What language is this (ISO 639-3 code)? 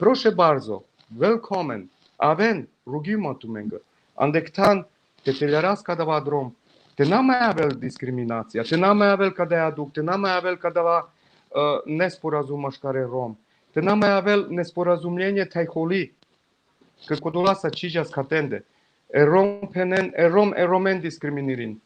rmn